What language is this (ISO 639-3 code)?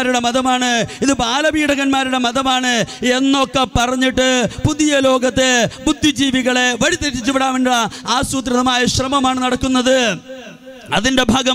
mal